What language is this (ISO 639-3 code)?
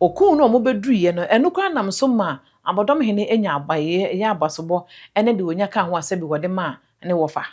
aka